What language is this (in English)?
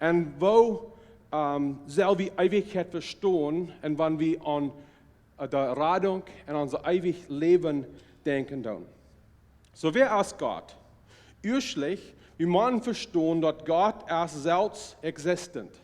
Plautdietsch